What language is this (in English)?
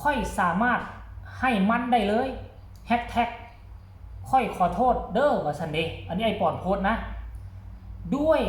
Lao